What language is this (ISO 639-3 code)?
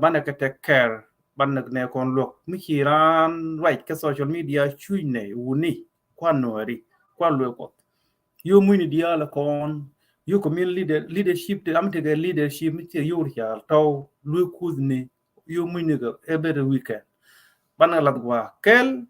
nus